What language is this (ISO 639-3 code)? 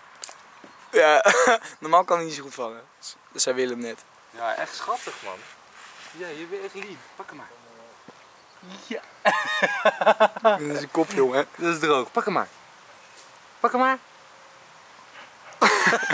nld